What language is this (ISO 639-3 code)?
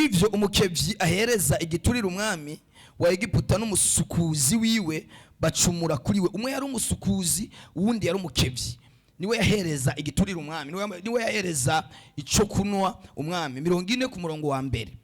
run